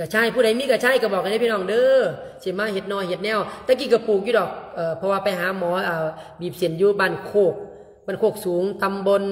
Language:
Lao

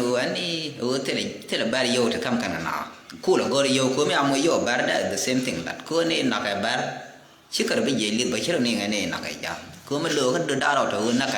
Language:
Nuer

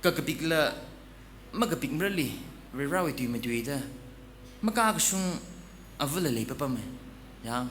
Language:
Tangkhul Naga (India)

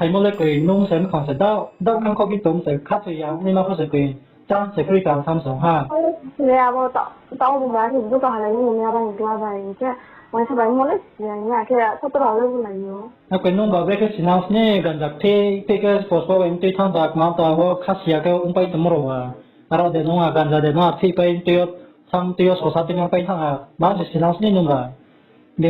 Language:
Riang (India)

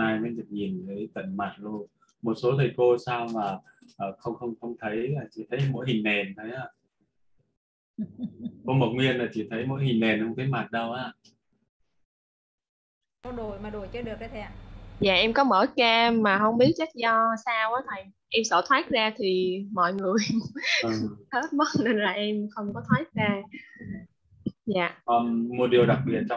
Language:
Vietnamese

